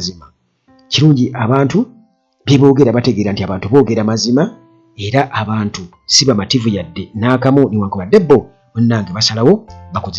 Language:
Ganda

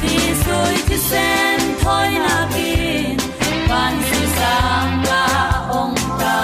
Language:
Falam Chin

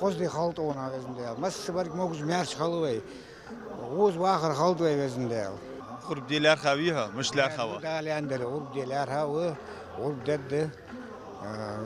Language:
Ingush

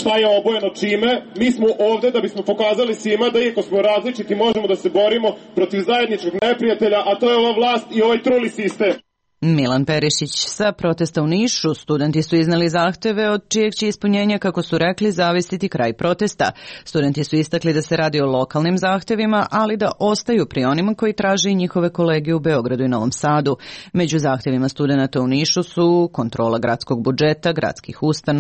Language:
Serbian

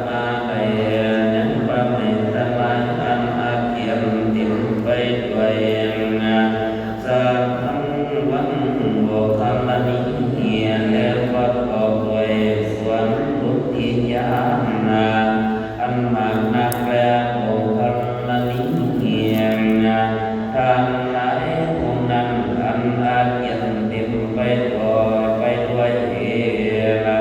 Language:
Northeastern Thai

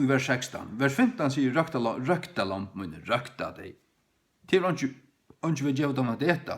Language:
Faroese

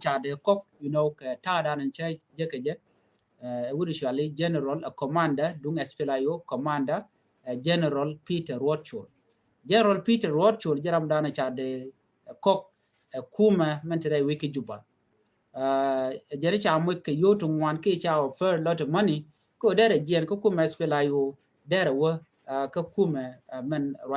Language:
Nuer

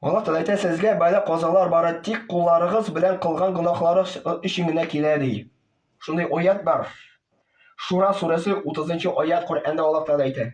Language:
Tatar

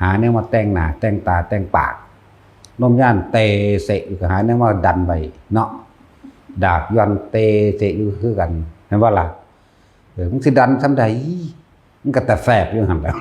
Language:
Northeastern Thai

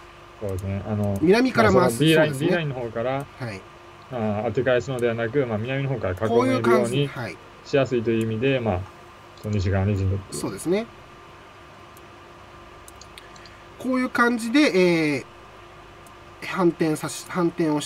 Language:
Japanese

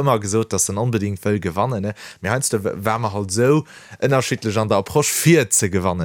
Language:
Luxembourgish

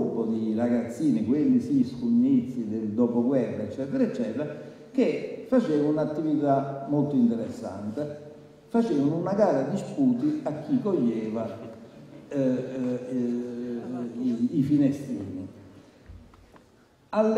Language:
Italian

